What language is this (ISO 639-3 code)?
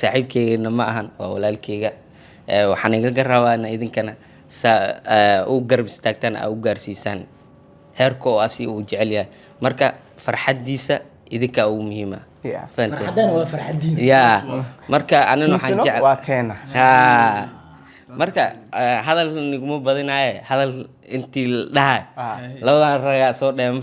som